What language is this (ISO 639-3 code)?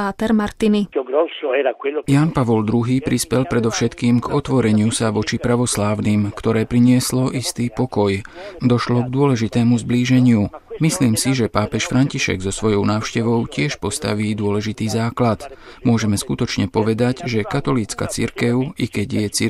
slk